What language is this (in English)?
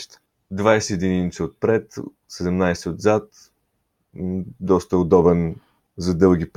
Bulgarian